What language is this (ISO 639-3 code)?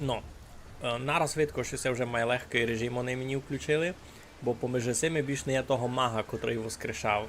rue